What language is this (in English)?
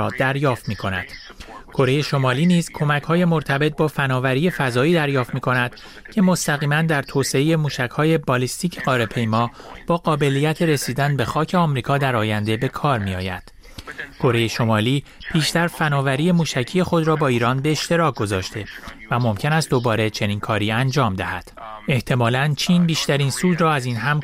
Persian